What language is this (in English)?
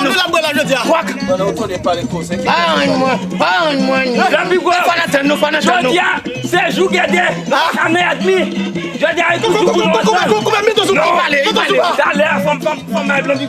Haitian Creole